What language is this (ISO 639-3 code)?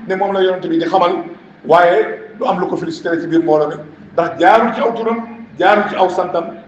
wol